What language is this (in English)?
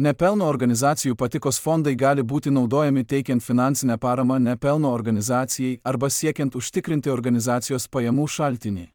Lithuanian